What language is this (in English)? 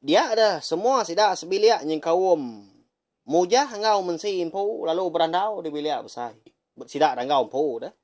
Iban